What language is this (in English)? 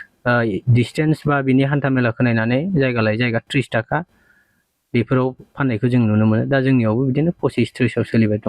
Bodo